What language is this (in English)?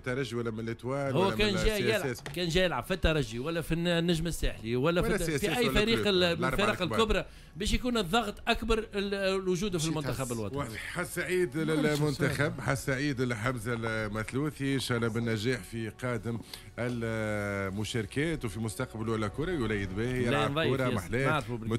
Tunisian Arabic